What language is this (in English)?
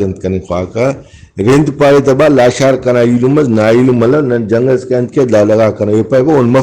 Brahui